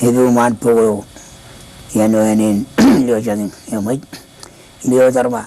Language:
Marshallese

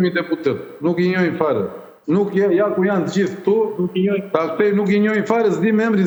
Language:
Albanian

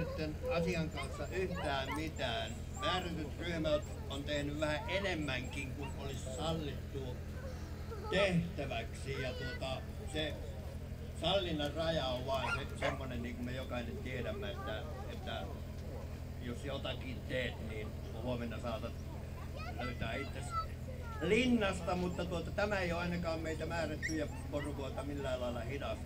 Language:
Finnish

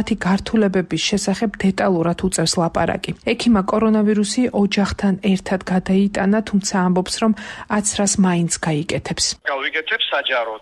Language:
Georgian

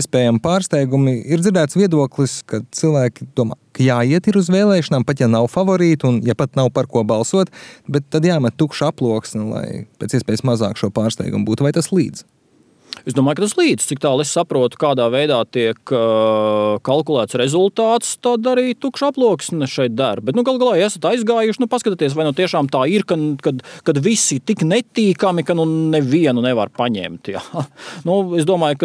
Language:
Latvian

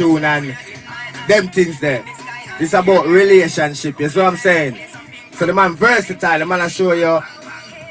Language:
Jamaican Creole English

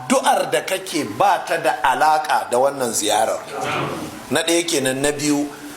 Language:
Hausa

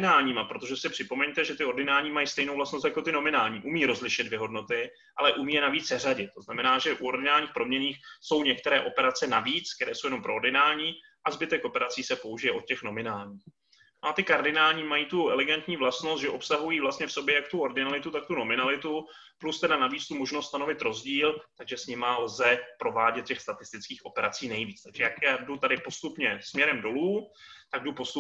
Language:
Czech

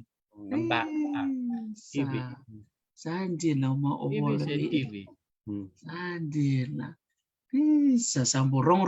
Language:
Fijian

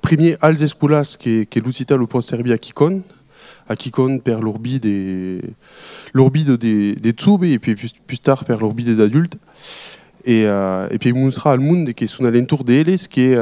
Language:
Occitan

